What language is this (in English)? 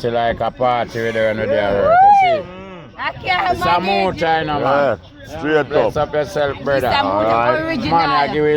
Jamaican Creole English